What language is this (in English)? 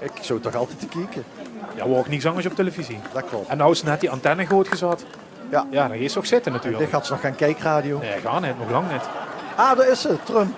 Limburgish